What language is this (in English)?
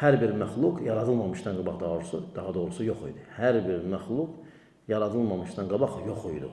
Azerbaijani